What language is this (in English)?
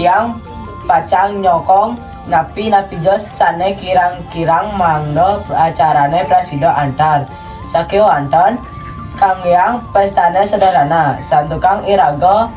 Balinese